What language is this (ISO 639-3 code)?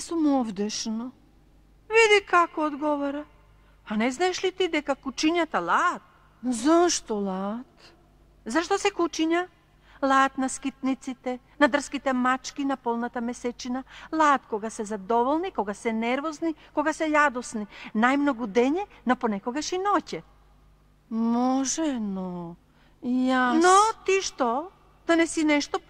mkd